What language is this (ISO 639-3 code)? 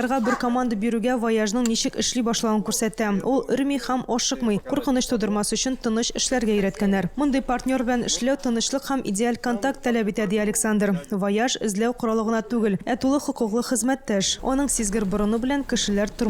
tat